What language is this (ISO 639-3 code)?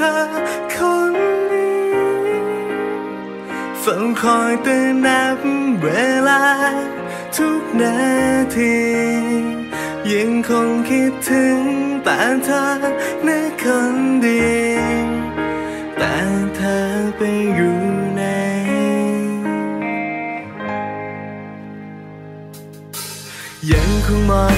tha